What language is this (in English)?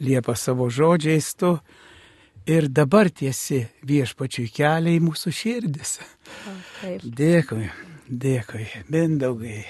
Lithuanian